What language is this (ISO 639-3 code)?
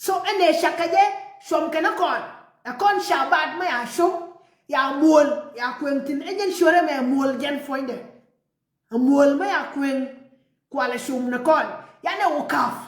nus